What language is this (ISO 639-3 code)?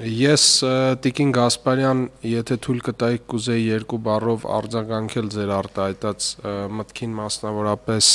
hye